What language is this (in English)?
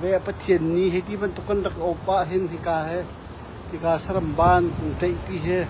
Hakha Chin